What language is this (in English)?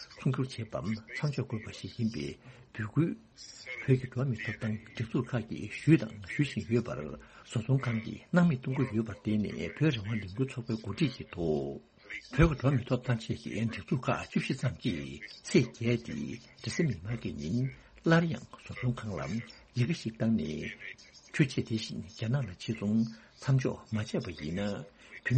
Tibetan